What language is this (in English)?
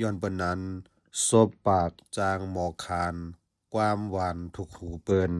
Lao